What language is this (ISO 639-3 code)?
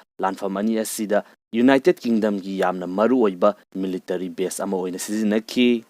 mni